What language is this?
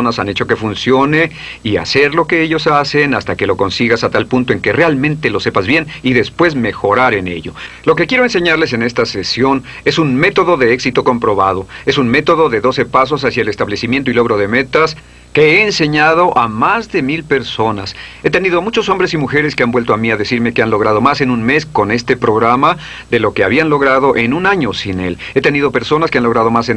Spanish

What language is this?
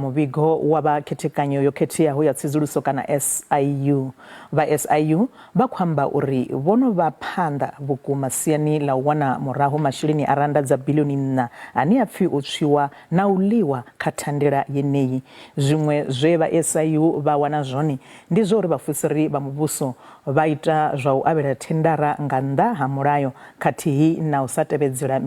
Venda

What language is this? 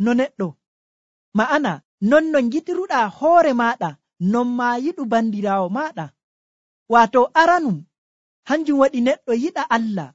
Nigerian Fulfulde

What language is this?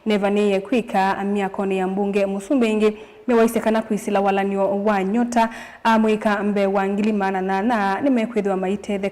Kamba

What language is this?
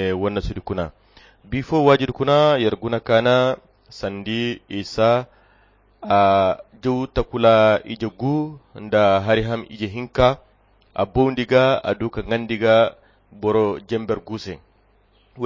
Koyra Chiini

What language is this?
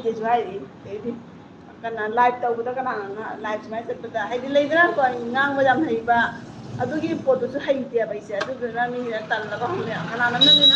Manipuri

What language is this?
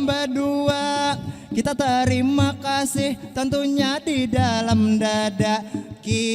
Banjar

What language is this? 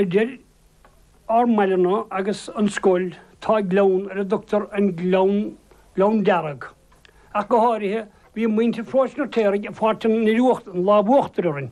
Irish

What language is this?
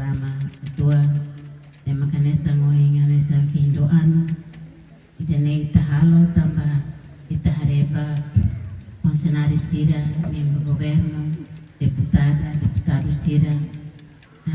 Tetum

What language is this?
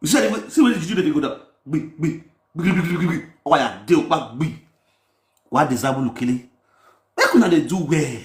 Nigerian Pidgin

